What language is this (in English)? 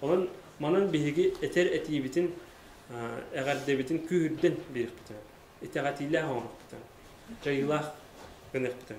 Yakut